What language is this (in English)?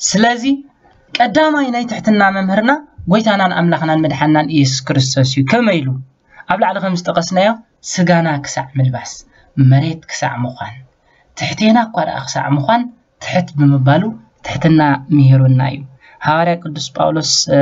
Tigrinya